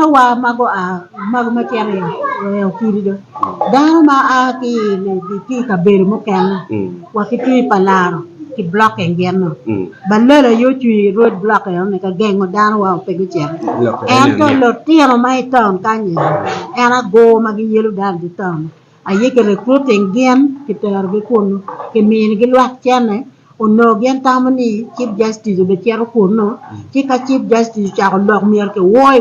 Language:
Acoli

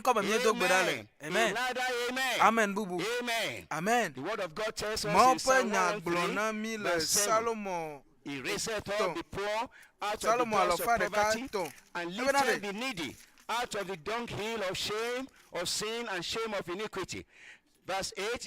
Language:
Ewe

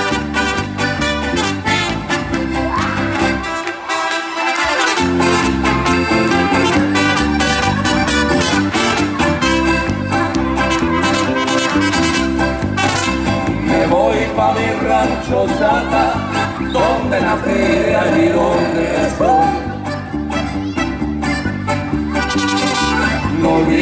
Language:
Spanish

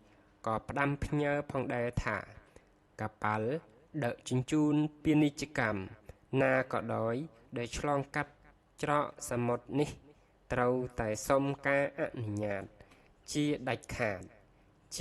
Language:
Khmer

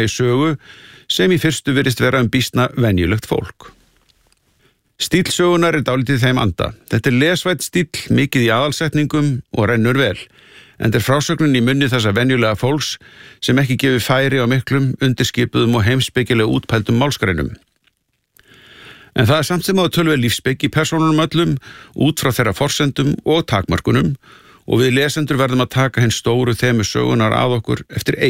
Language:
Icelandic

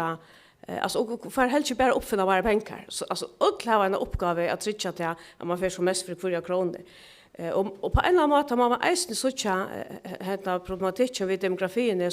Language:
Faroese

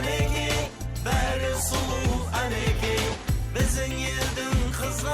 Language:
Kara-Kalpak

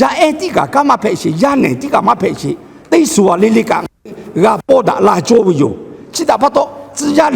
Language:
Lahu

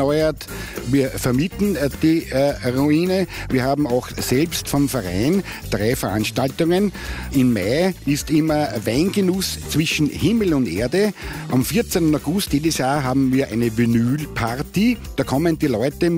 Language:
German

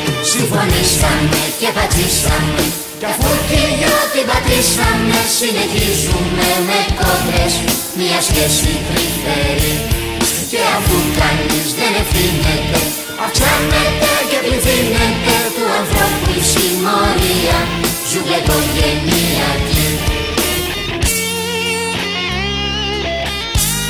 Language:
Greek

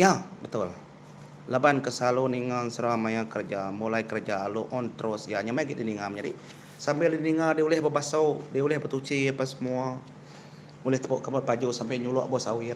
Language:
Iban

